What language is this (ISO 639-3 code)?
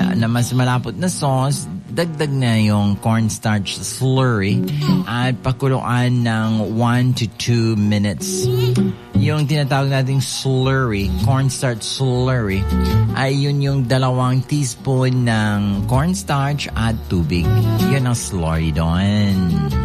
fil